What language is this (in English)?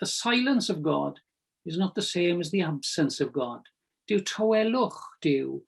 Welsh